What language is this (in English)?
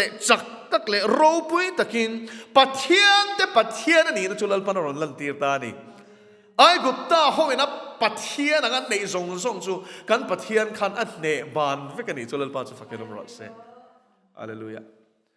Mizo